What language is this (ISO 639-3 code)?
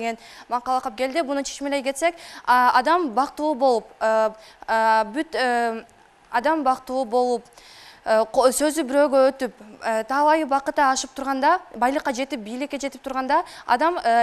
kir